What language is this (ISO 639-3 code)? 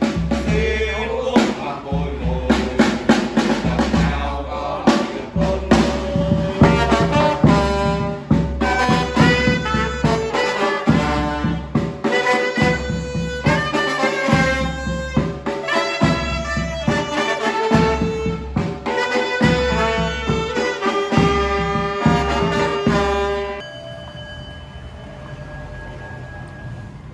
vie